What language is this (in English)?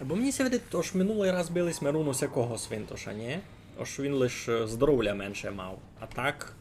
Rusyn